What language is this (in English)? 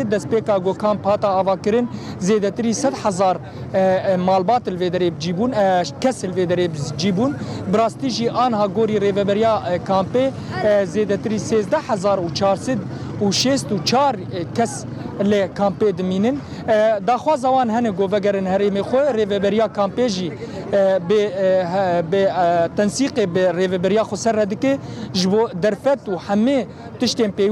Kurdish